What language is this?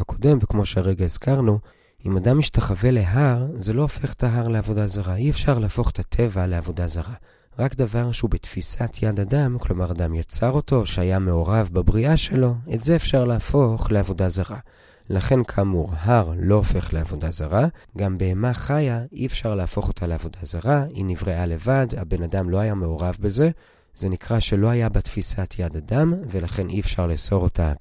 Hebrew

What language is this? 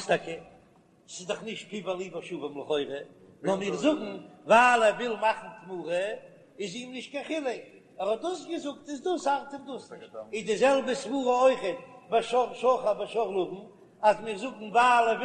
Yiddish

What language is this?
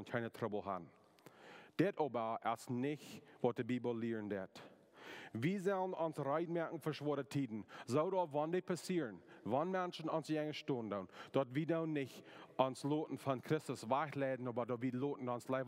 Plautdietsch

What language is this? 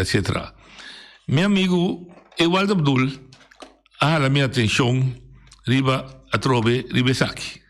Papiamento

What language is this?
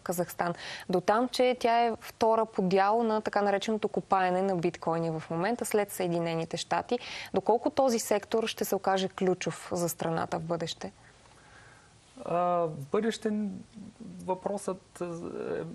Bulgarian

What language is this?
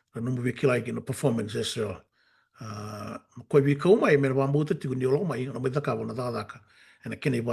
Fijian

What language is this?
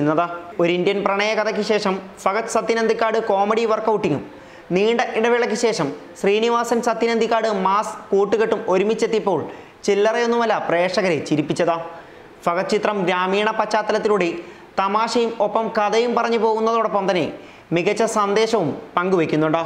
Malayalam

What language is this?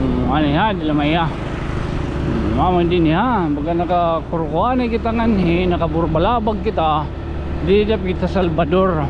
Waray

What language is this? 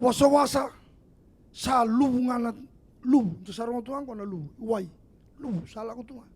Fijian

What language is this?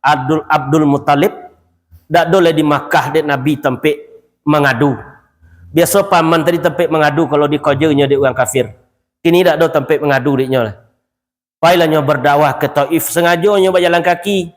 Minangkabau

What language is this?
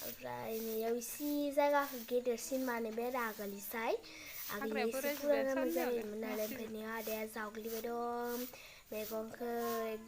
Bodo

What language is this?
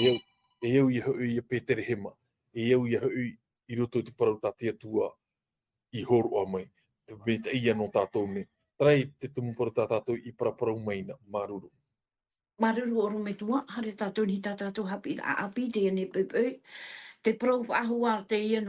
Tahitian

